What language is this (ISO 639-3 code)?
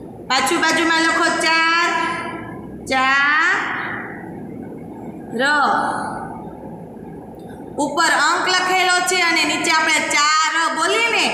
guj